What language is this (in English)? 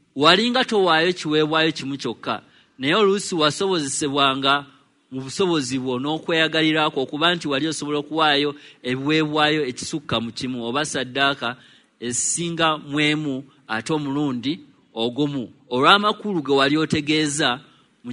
Ganda